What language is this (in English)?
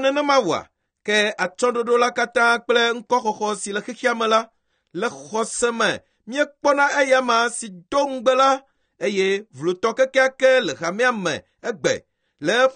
Ewe